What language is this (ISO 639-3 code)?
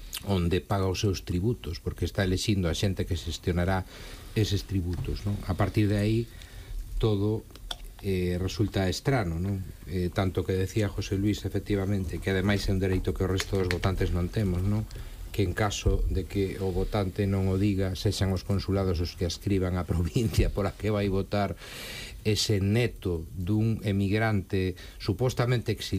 glg